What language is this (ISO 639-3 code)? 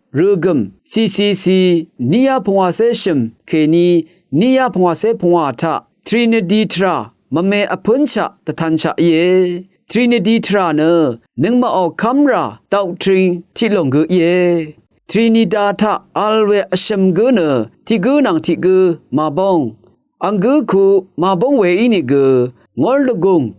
raw